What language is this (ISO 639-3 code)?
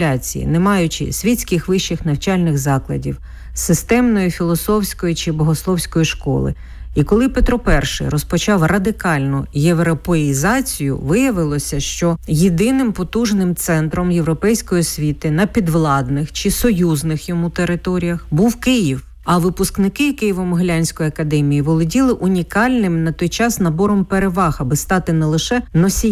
ukr